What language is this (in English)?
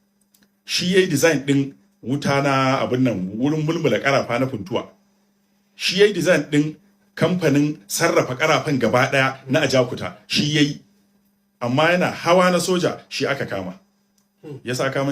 Hausa